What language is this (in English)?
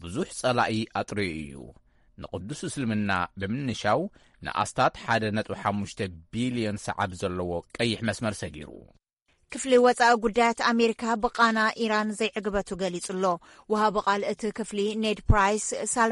Tigrinya